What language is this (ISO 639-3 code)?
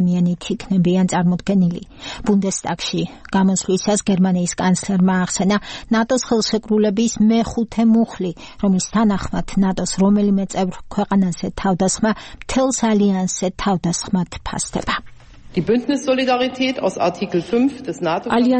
kat